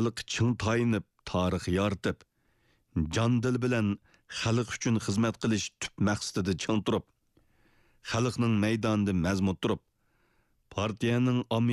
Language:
Uyghur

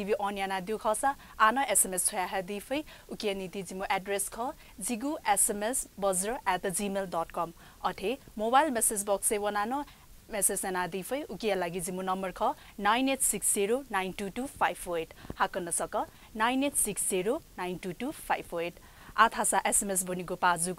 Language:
Newari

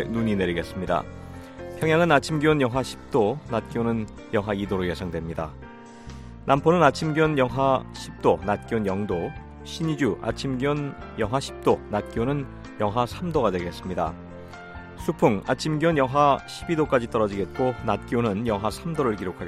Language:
Korean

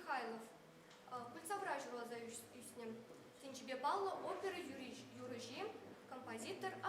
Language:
Chuvash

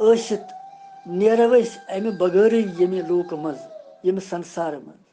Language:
Kashmiri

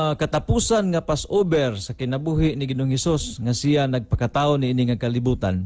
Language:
Cebuano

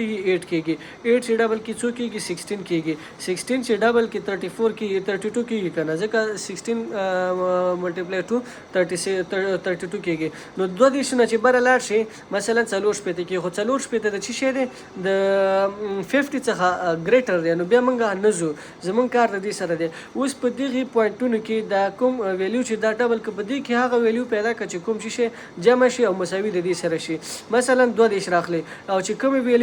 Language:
Pashto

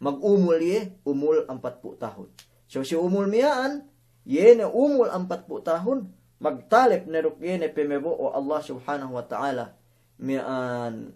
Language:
Yakan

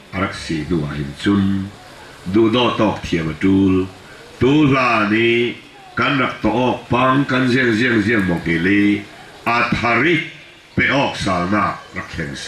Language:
Falam Chin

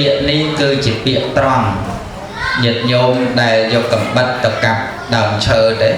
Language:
Khmer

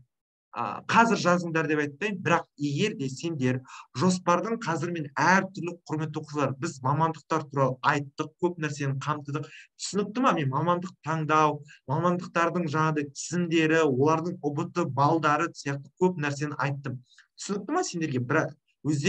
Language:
Kazakh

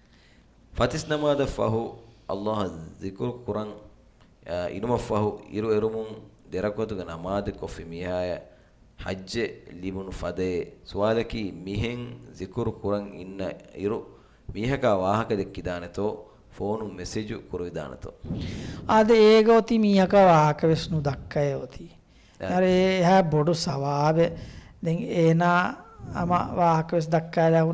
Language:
Divehi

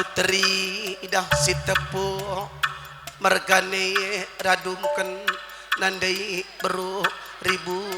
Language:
Batak Karo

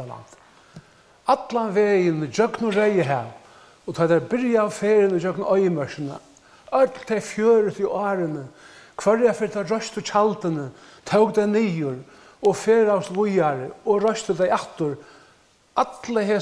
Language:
Faroese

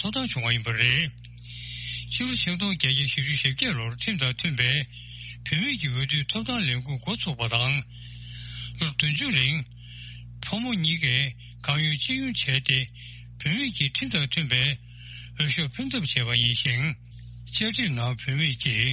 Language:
Tibetan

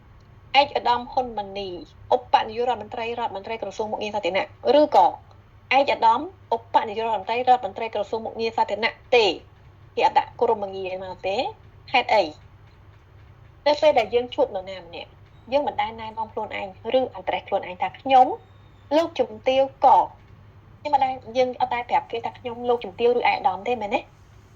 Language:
Khmer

